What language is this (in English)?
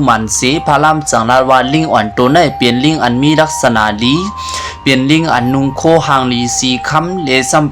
Lao